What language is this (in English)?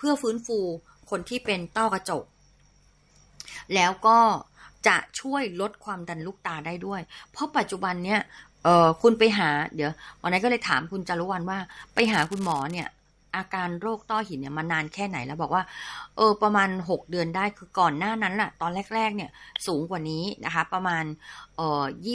Thai